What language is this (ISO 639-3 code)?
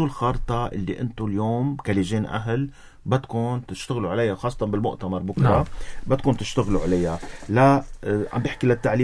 apc